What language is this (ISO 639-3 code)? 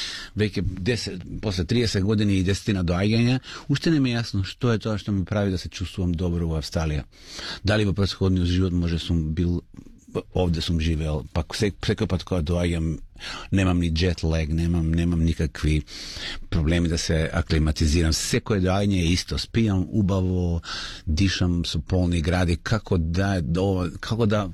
mkd